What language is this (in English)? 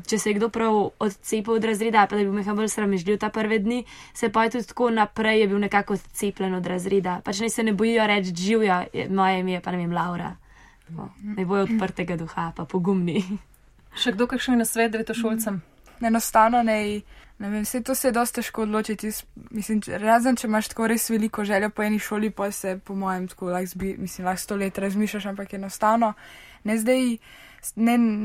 Slovenian